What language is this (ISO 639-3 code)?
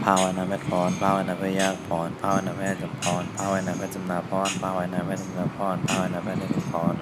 shn